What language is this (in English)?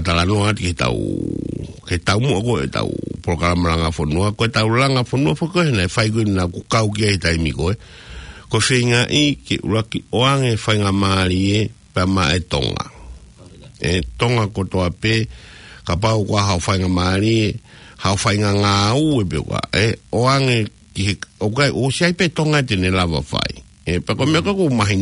Tongan